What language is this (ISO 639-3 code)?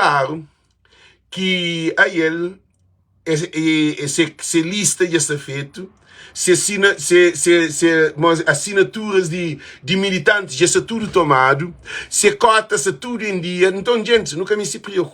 kea